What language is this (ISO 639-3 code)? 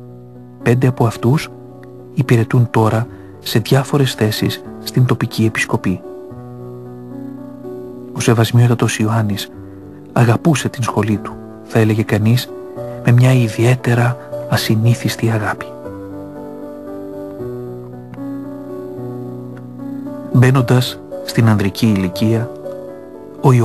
ell